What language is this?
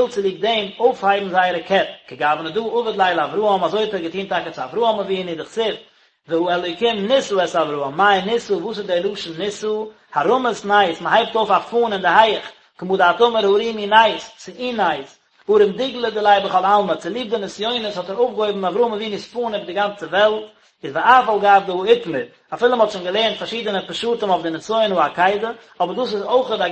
Yiddish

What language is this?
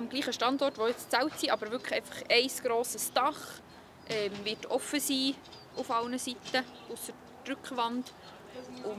Swiss German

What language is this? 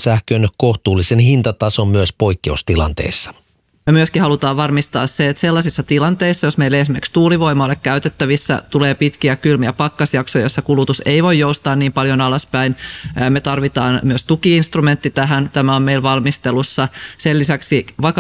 Finnish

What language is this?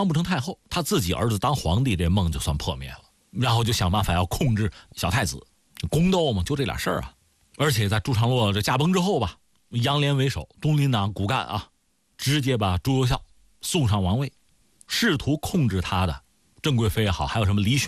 Chinese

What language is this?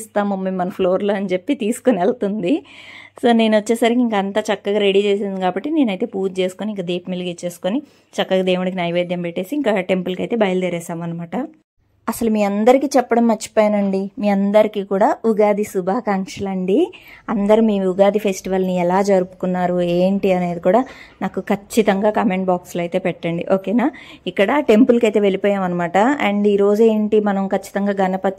Telugu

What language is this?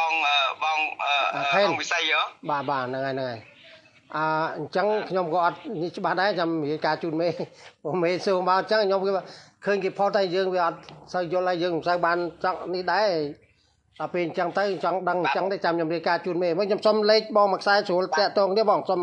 Khmer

